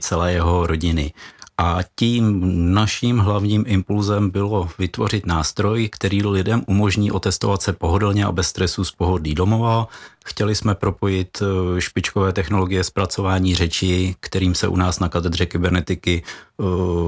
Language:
Czech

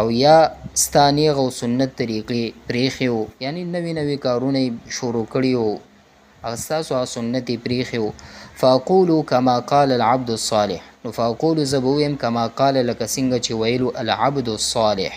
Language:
Pashto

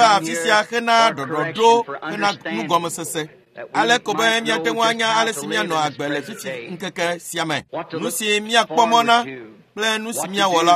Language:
Ewe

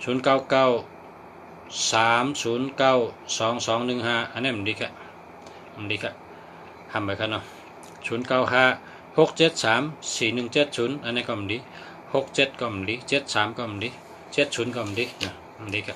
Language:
Shan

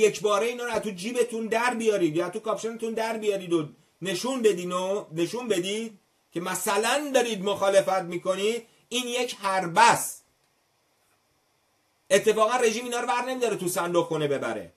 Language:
Persian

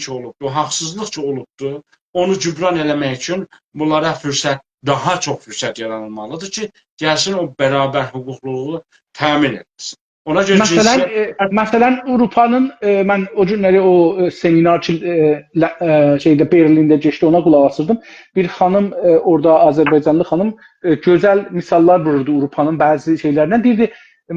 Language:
South Azerbaijani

